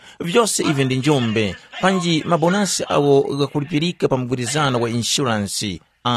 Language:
Tumbuka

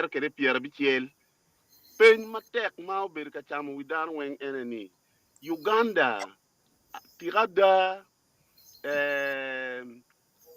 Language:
Acoli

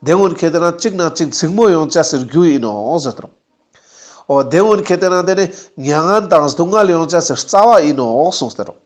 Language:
Ladakhi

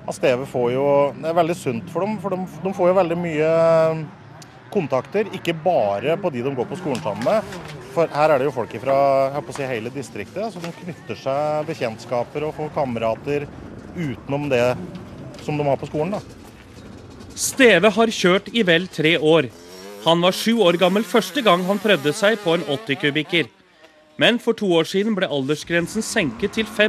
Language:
Norwegian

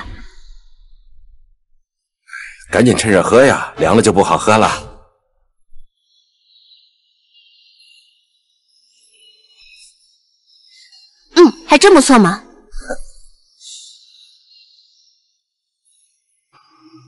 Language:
Chinese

